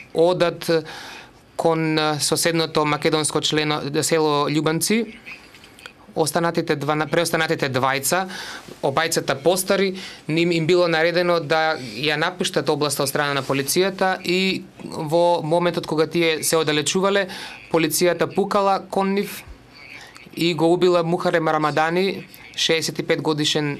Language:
Macedonian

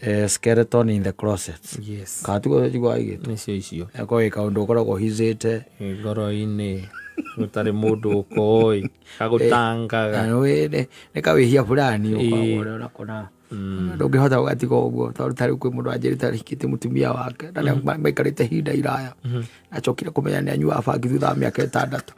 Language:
Kikuyu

